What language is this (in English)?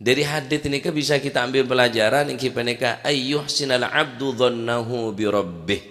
Madurese